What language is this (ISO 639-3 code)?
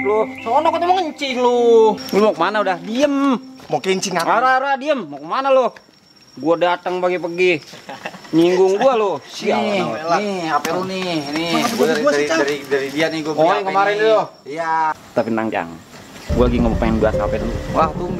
bew